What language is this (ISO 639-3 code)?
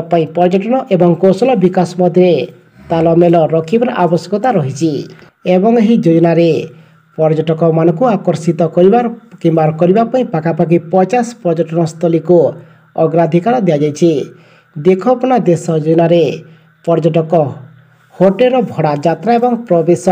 ori